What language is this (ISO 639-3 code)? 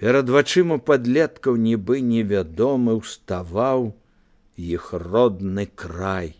bel